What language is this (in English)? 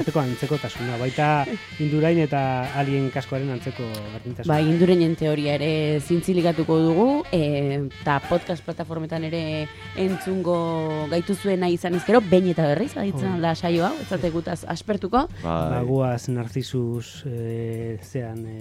Basque